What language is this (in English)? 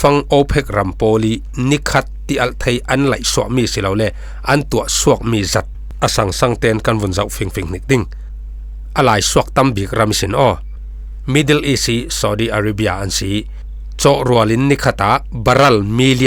Falam Chin